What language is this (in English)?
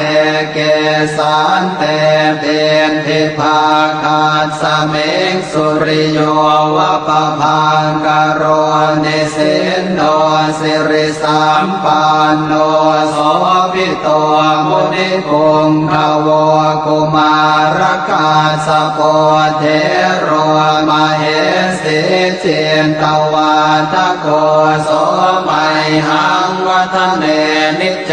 Pali